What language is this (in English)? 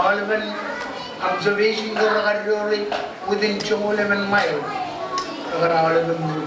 Marshallese